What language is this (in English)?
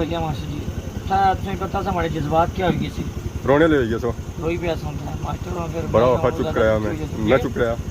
Pahari-Potwari